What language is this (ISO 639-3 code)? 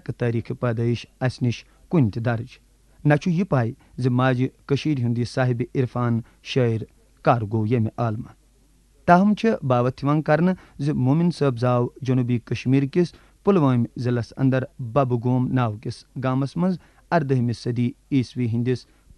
kas